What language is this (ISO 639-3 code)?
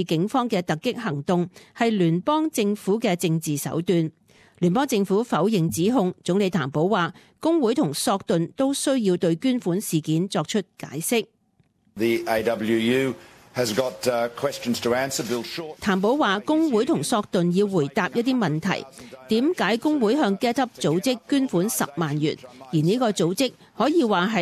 yue